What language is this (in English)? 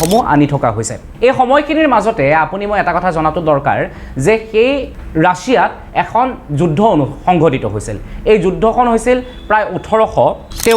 Assamese